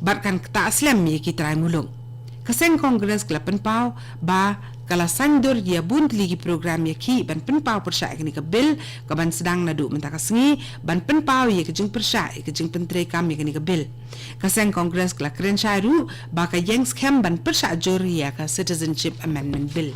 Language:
Khasi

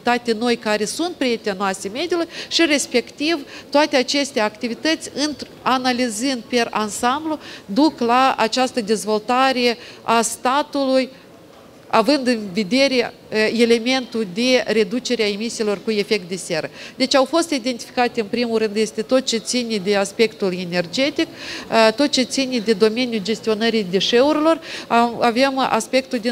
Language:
Romanian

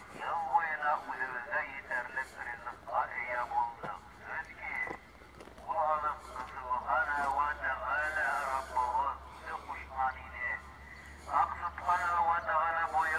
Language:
Bashkir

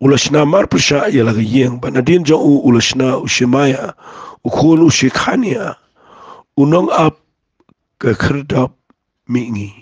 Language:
Khasi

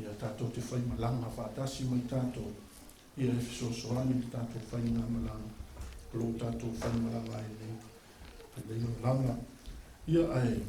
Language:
Samoan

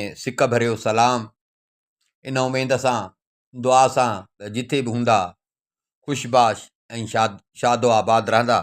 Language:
Sindhi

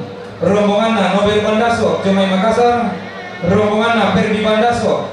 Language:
Toraja-Sa'dan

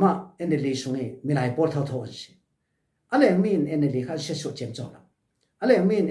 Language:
Falam Chin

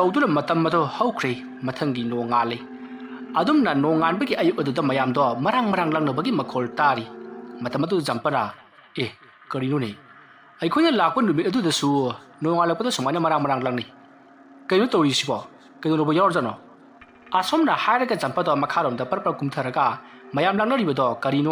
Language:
Manipuri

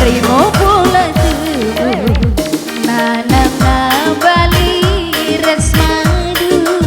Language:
Batak Karo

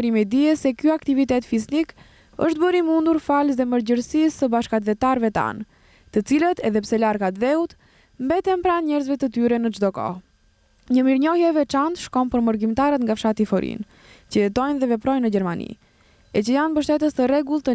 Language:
Albanian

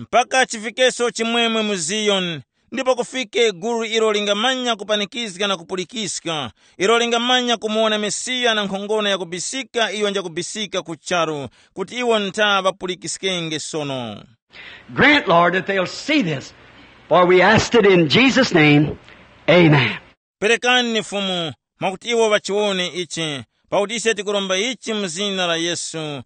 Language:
Tumbuka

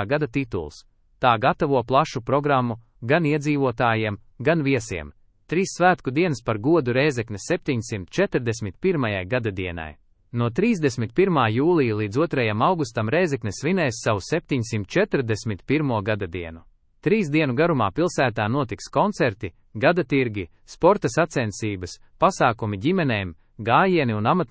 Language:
Latvian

